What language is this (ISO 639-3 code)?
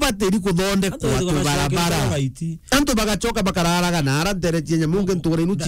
mer